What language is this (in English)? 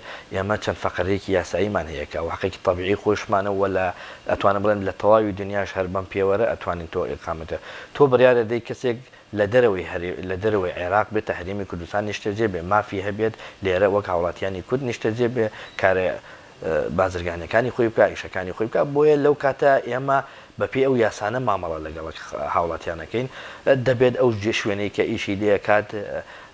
Central Kurdish